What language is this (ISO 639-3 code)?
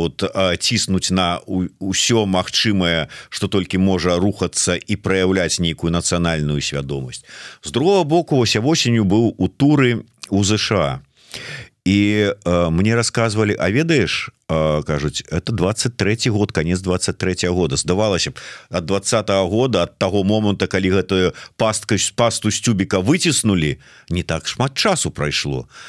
bel